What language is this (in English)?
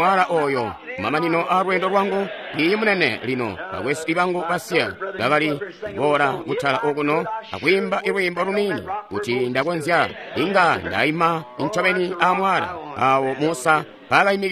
Tonga (Zambia)